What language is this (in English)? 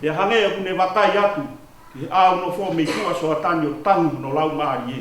Tongan